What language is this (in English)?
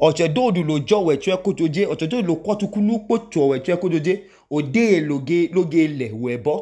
Idoma